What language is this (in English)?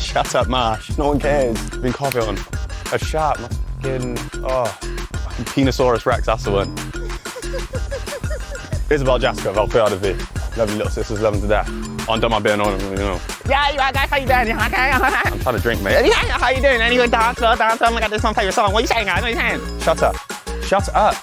Welsh